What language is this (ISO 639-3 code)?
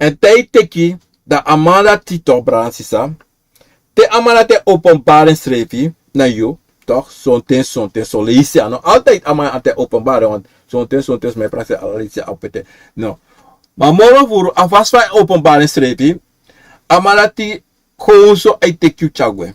srn